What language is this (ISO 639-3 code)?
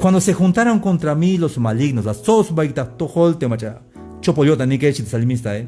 tzh